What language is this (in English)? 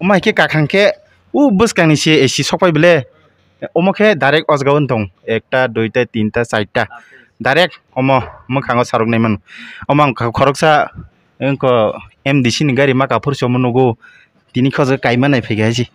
Kok Borok